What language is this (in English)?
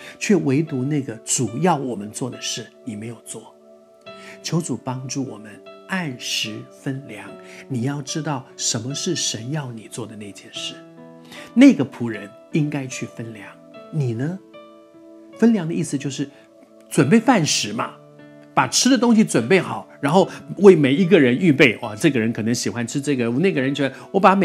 Chinese